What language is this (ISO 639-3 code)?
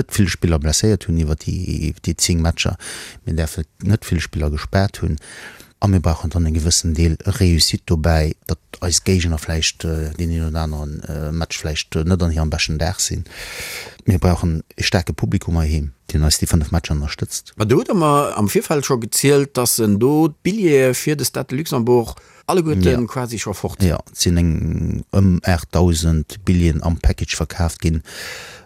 ltz